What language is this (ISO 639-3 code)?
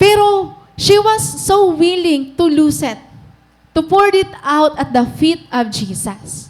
war